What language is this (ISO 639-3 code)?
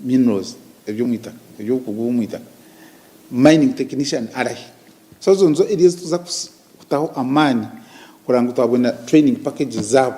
nyn